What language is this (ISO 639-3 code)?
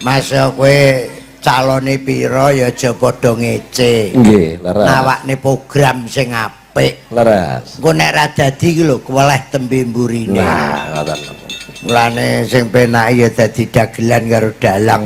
jav